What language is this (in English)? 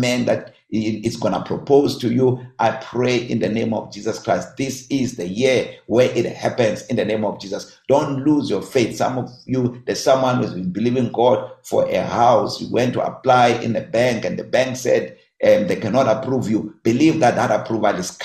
English